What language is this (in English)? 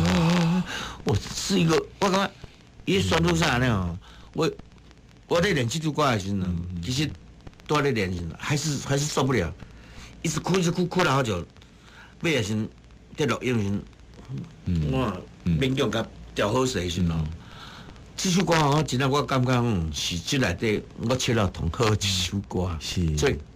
Min Nan Chinese